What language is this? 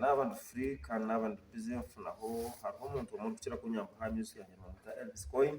Nyankole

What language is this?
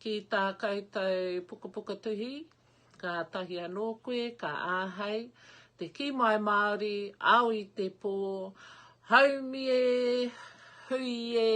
Māori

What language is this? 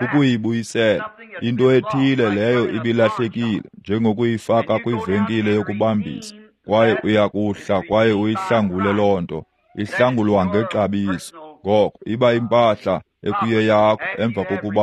Xhosa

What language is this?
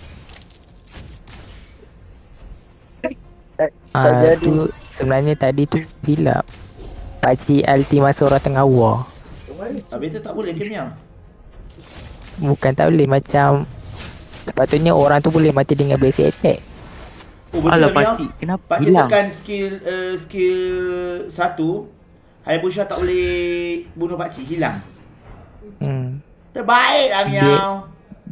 Malay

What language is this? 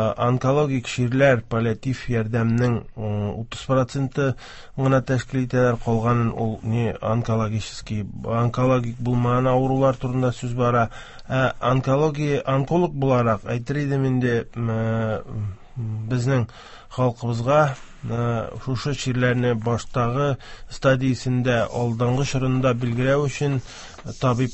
Tatar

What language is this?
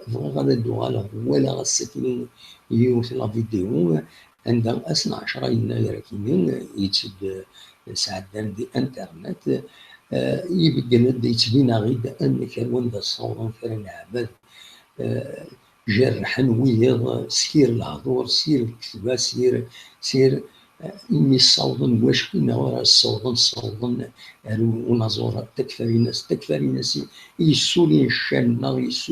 Kabyle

